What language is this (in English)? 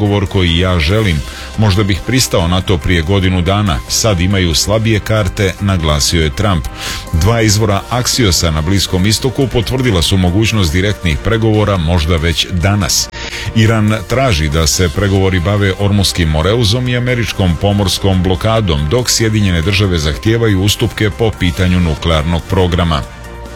Serbian